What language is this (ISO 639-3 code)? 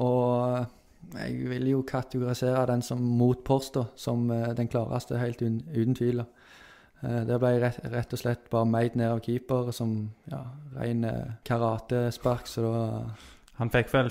nor